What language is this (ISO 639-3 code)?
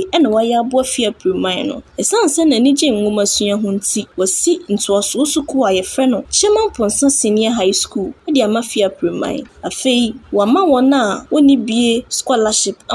aka